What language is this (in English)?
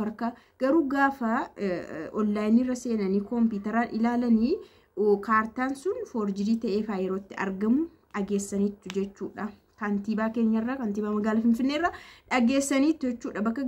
Oromo